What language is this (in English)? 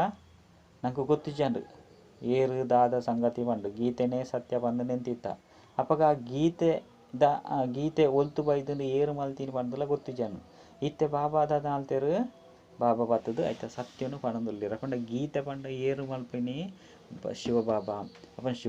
Tulu